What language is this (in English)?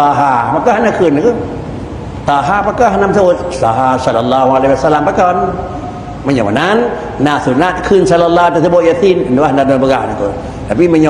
Achinese